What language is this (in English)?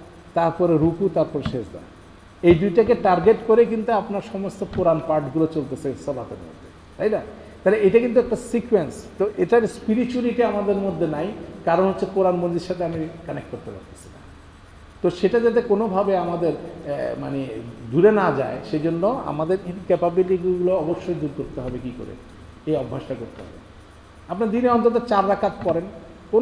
Bangla